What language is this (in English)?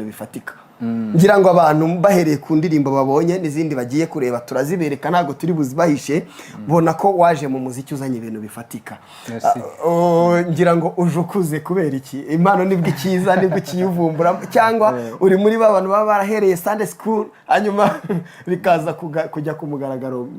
Kinyarwanda